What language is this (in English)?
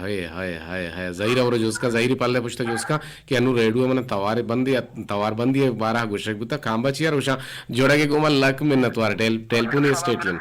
Eastern Balochi